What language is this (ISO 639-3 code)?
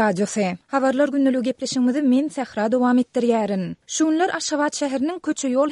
tuk